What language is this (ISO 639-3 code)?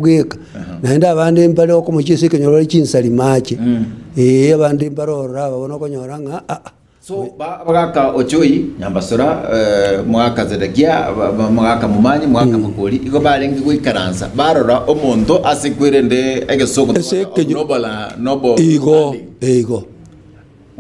guz